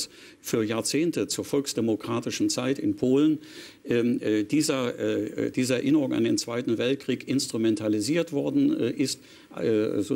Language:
German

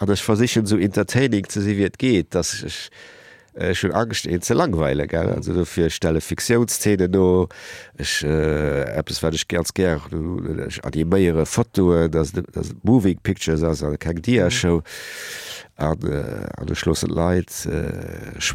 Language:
Luxembourgish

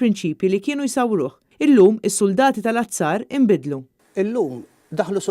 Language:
Maltese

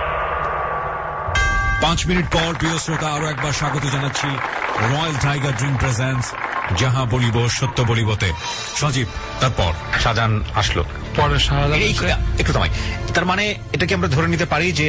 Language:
Bangla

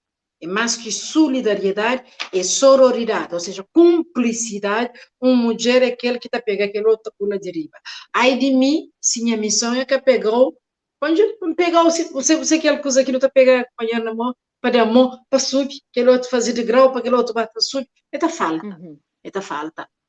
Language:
Kabuverdianu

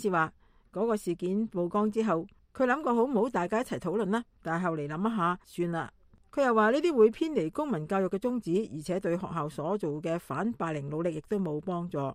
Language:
Cantonese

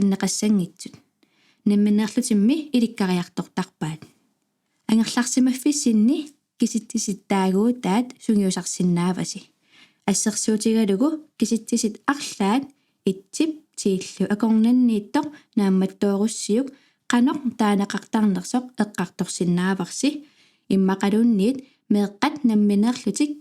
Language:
Kalaallisut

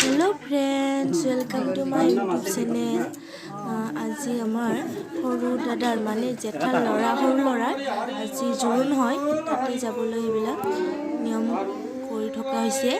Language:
Assamese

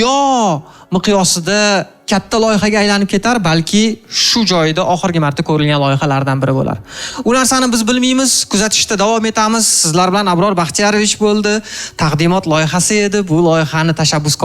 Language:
Uzbek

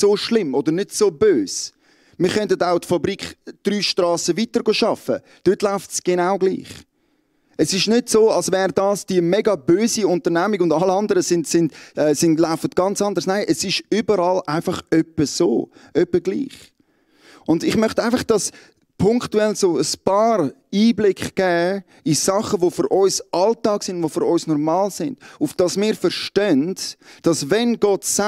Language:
Swiss German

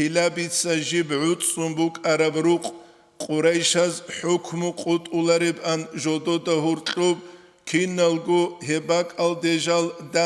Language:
Avaric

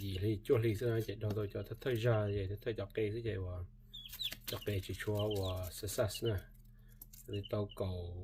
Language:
Hmong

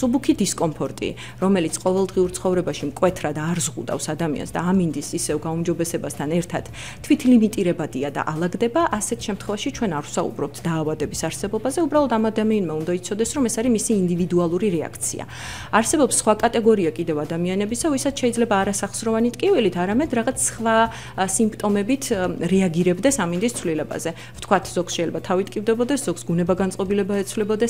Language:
Georgian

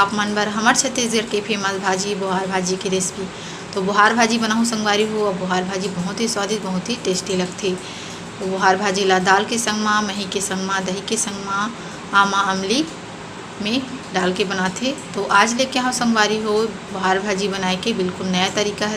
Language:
Chhattisgarhi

